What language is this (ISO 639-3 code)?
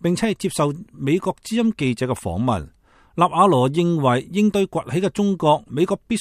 yue